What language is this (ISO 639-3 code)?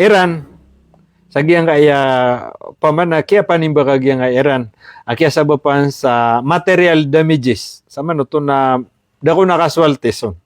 mrw